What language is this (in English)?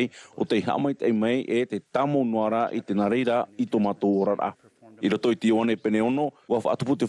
Tahitian